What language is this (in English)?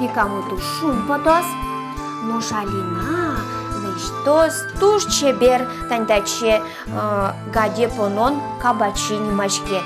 Udmurt